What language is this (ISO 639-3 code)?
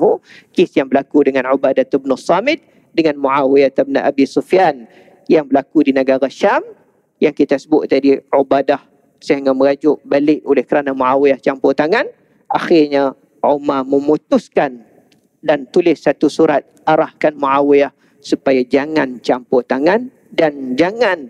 msa